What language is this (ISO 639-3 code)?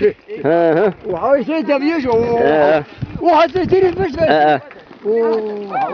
zza